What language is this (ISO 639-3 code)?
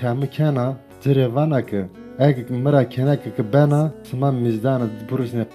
zza